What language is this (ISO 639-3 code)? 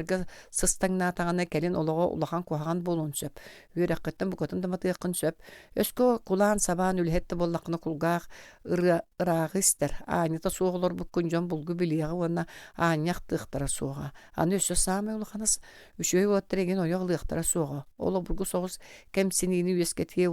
sah